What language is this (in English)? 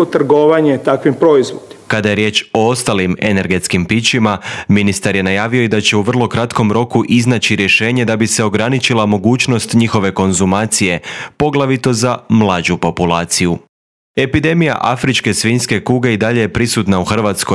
Croatian